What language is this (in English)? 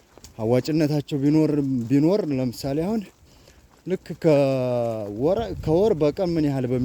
Amharic